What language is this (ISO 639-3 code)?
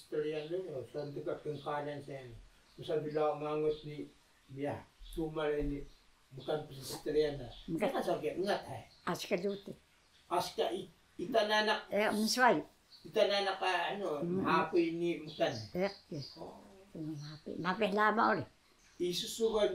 trv